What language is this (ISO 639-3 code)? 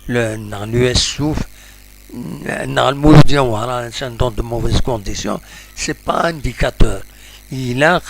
kab